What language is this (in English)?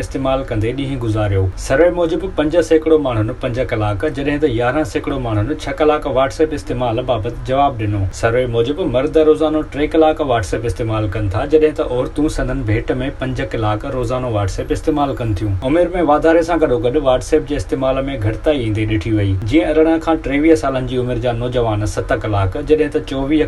Sindhi